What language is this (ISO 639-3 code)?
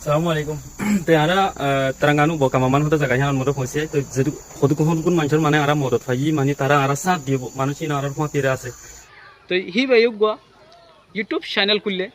rhg